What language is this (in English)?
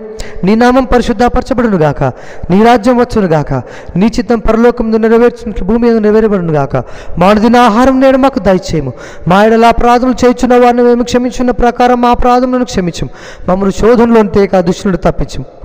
Telugu